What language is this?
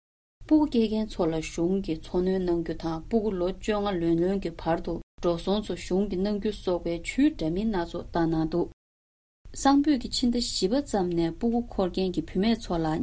Tibetan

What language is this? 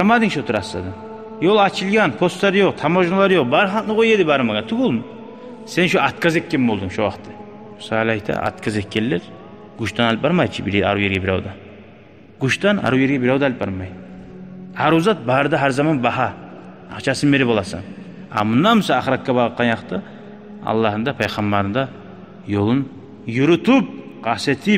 Kumyk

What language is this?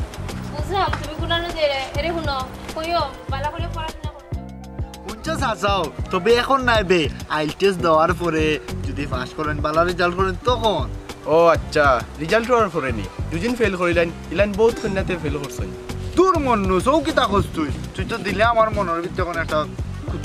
Sylheti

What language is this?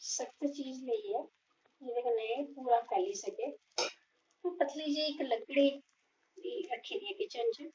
Dogri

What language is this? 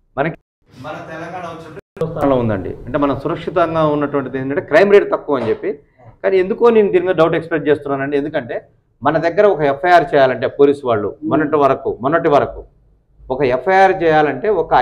Telugu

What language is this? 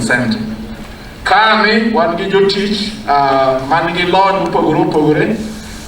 Luo (Kenya and Tanzania)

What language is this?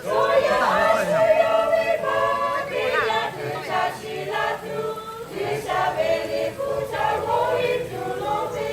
Lahu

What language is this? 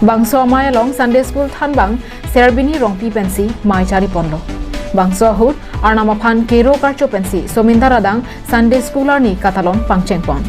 Karbi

